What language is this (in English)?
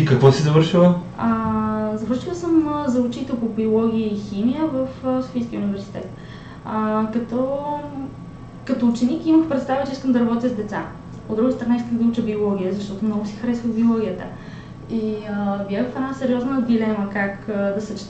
Bulgarian